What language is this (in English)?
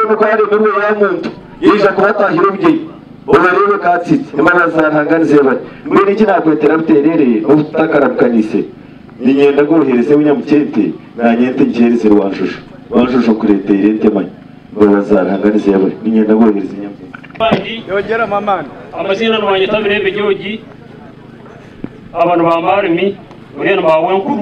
Kinyarwanda